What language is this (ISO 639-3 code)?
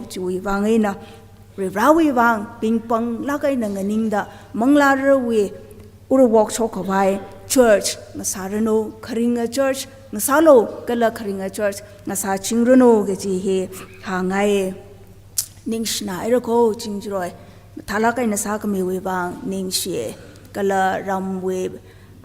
nmf